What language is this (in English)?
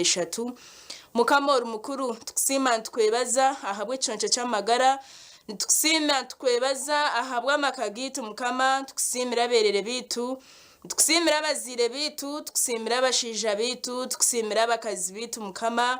Nyankole